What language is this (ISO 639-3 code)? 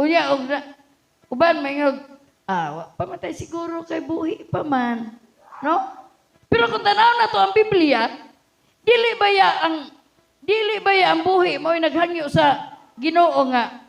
ceb